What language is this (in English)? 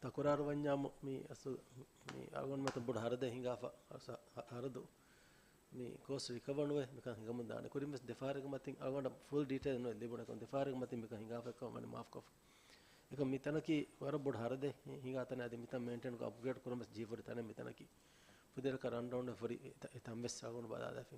Divehi